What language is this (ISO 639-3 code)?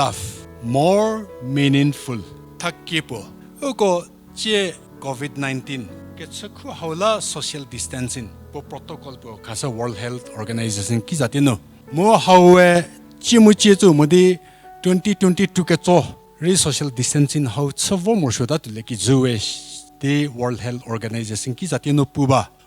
njm